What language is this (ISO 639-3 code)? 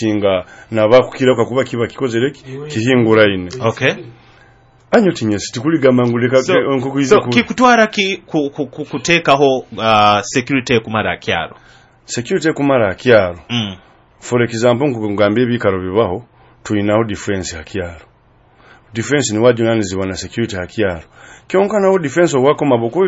nyo